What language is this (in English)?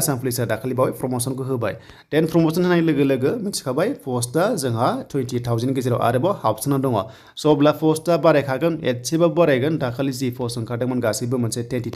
Bodo